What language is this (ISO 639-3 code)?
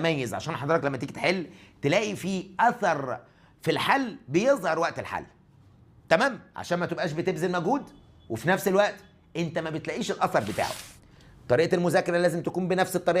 arz